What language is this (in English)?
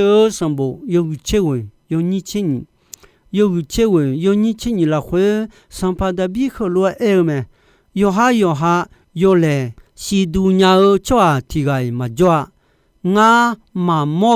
Akha